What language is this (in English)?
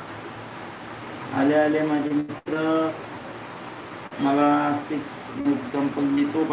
Marathi